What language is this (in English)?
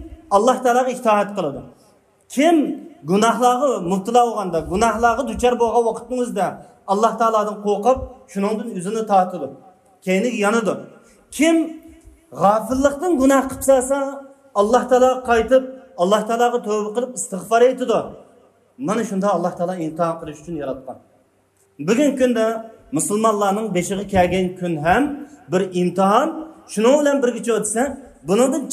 Uyghur